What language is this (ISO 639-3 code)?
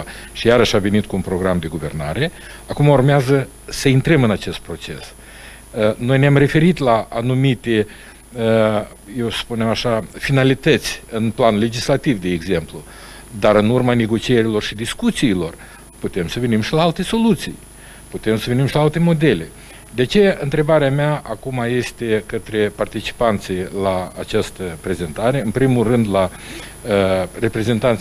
ron